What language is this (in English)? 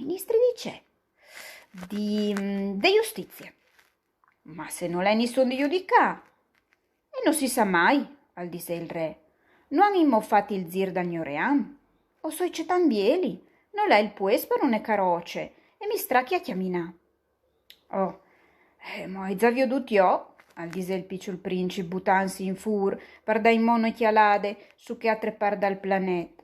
Friulian